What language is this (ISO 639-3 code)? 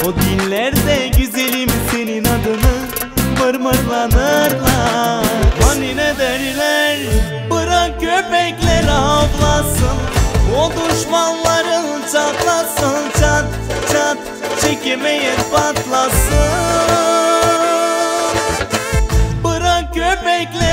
tur